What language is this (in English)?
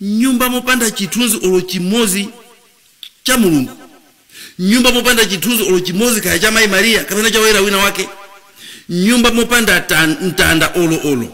Nyanja